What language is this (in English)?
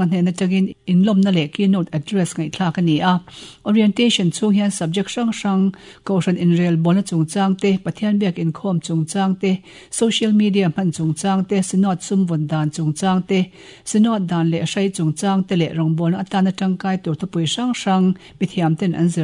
Mizo